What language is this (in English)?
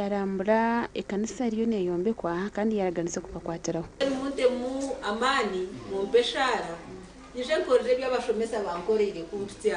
Nyankole